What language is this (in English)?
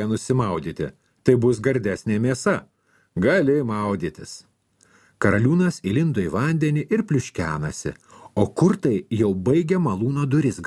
Lithuanian